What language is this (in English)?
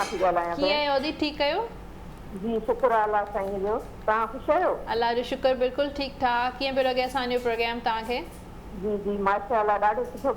Sindhi